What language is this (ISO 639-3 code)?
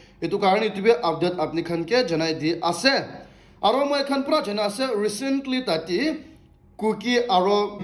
nag